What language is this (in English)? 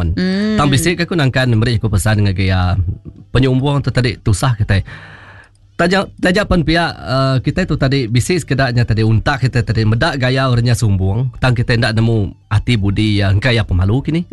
Iban